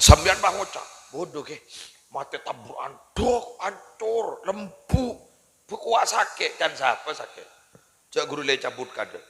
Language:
Madurese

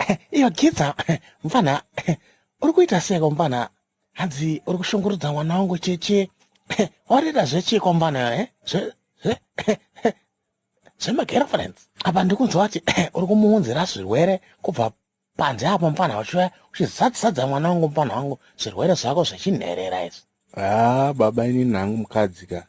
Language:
Shona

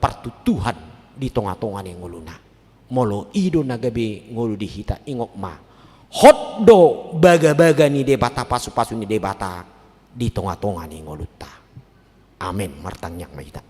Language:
Batak Toba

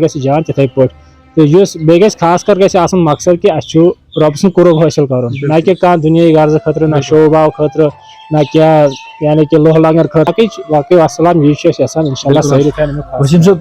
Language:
Kashmiri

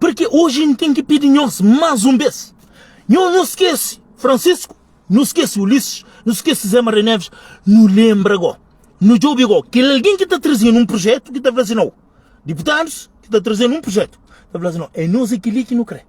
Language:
Kabuverdianu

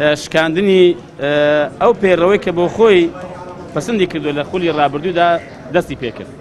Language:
Central Kurdish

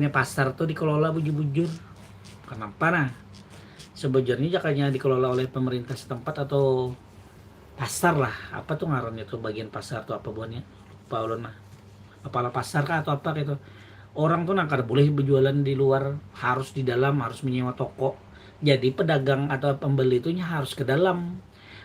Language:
Banjar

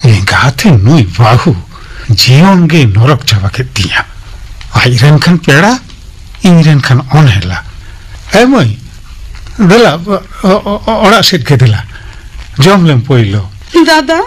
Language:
Santali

